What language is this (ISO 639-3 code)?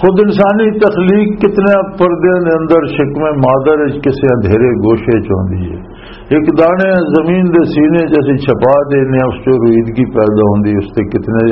lah